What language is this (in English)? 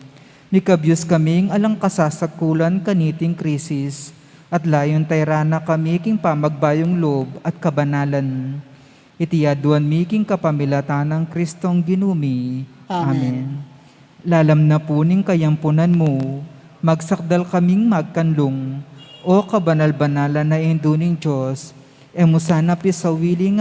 Pampanga